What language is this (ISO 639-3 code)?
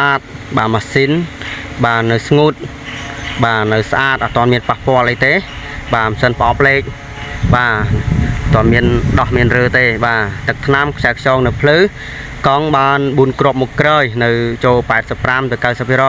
khm